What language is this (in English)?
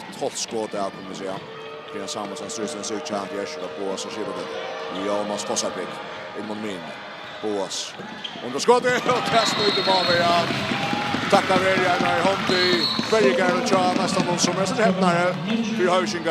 Faroese